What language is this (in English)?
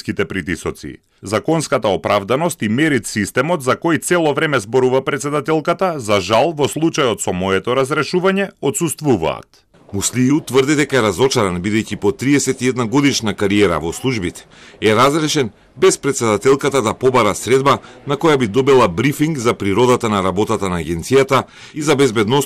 Macedonian